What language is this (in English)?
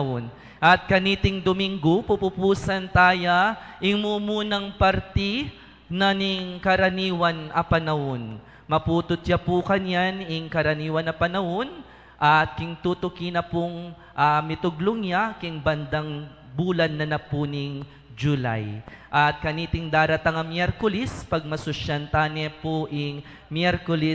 Pampanga